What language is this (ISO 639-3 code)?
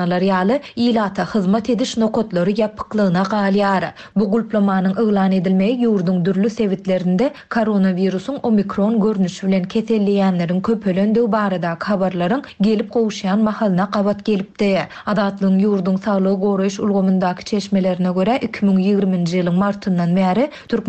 tuk